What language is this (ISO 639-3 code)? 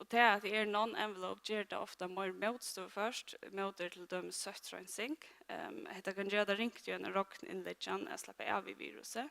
fao